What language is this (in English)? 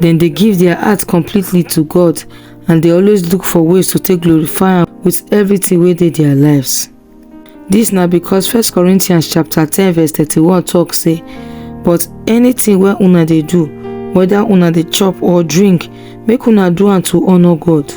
Nigerian Pidgin